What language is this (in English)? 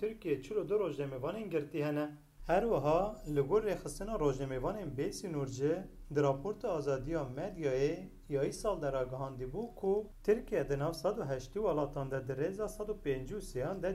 Kurdish